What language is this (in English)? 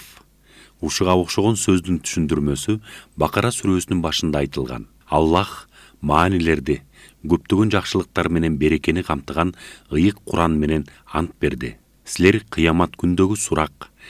Kyrgyz